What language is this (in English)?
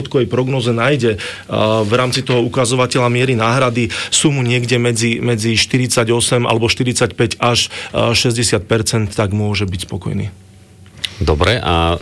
Slovak